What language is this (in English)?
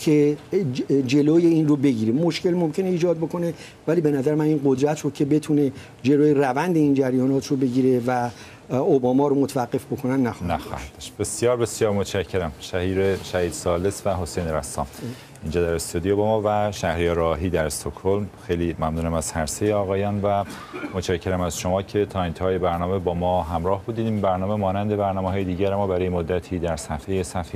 Persian